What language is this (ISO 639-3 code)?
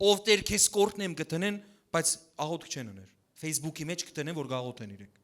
hyw